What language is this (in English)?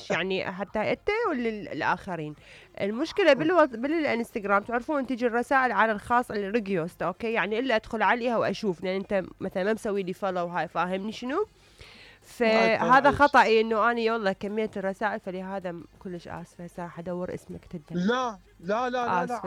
Mesopotamian Arabic